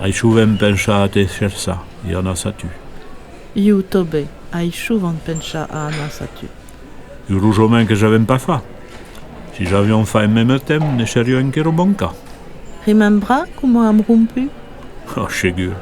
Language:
Occitan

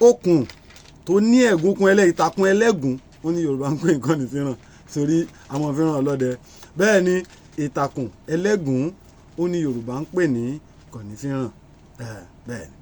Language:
Yoruba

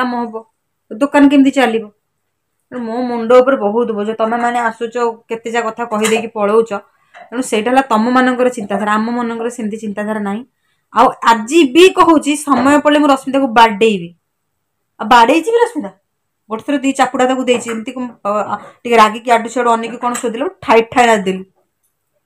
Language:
Odia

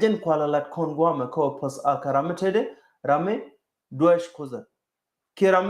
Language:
Nuer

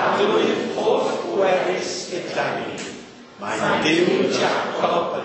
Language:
Welsh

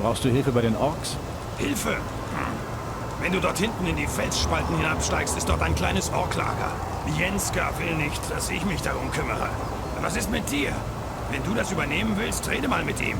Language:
Bavarian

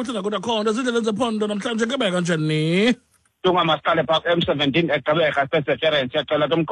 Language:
Xhosa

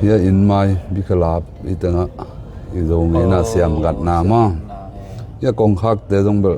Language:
Tedim Chin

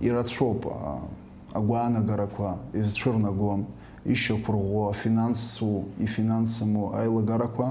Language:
Abkhazian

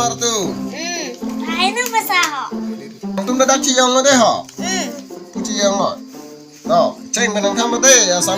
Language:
Karbi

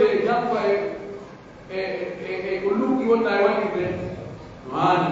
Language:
Pular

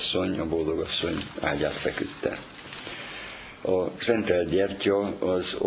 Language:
Hungarian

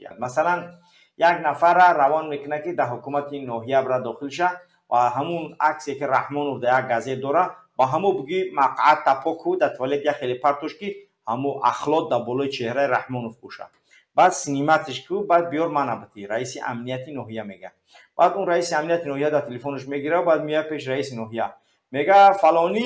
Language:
Tajik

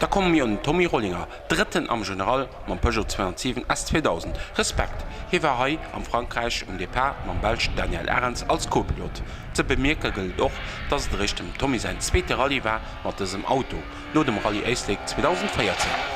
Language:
Luxembourgish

